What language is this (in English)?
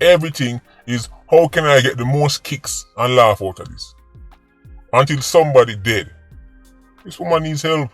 Jamaican Creole English